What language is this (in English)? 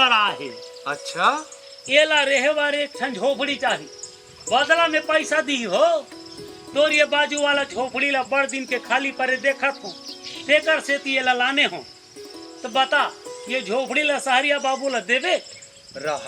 Chhattisgarhi